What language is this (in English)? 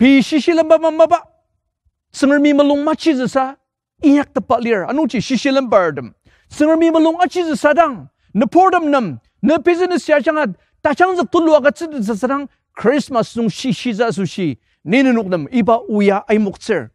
Ao Naga